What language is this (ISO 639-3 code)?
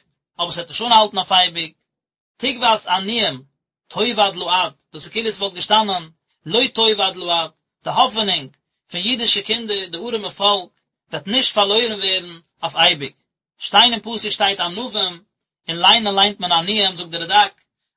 yid